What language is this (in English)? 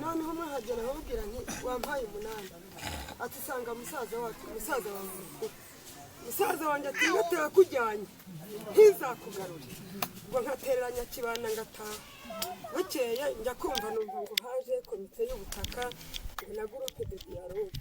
Kinyarwanda